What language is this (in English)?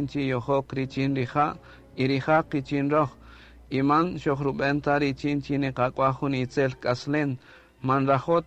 Kaqchikel